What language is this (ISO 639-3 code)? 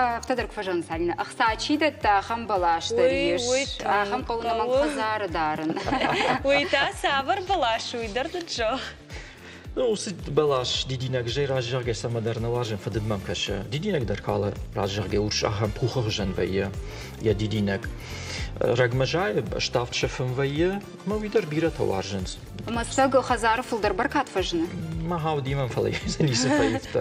oss